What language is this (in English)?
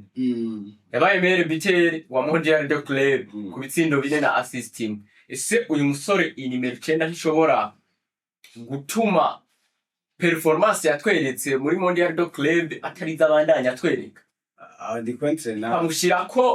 Rundi